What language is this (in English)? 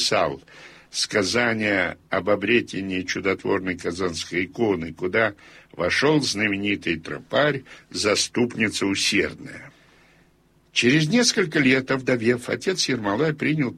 Russian